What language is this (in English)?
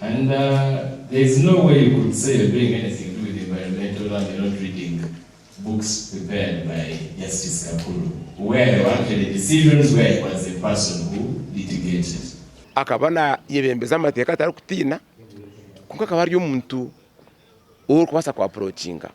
Nyankole